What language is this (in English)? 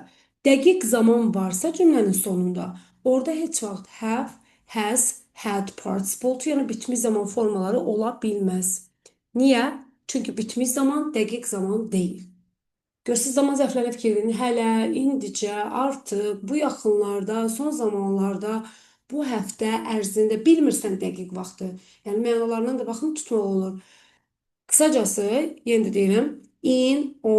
Azerbaijani